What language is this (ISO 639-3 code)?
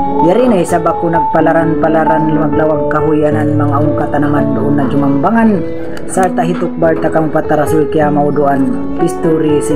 tsg